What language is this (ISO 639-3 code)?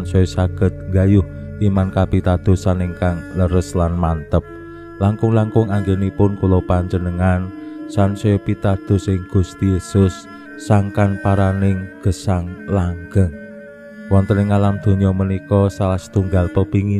jav